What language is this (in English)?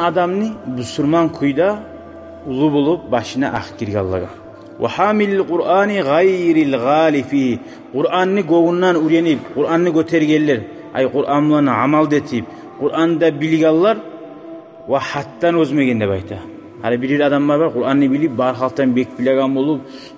Kumyk